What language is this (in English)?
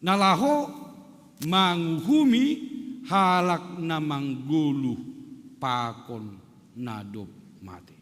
Batak Simalungun